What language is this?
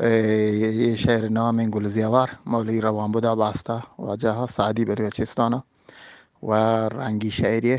Eastern Balochi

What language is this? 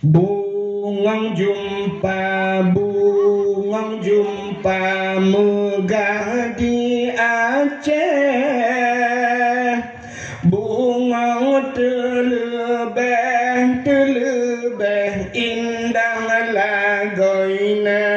Achinese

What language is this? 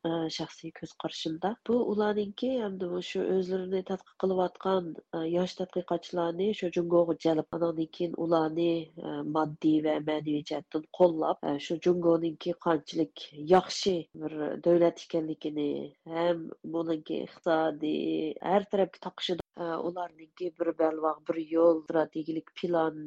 Uyghur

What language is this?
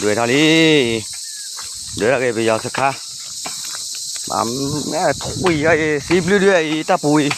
S'gaw Karen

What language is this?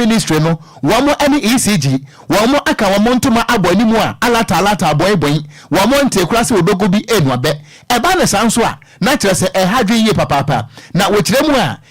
Akan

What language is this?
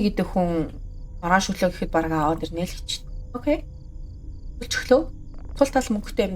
Mongolian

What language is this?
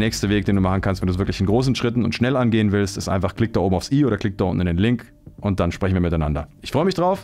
German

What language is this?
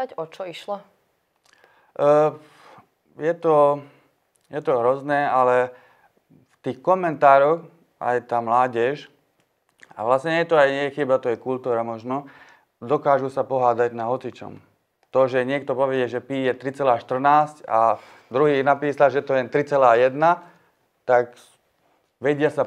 Slovak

